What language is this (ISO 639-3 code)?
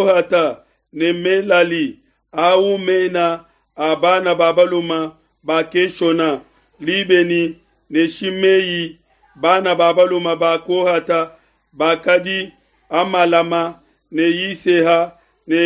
lua